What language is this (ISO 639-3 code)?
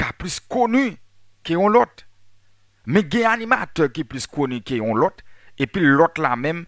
hat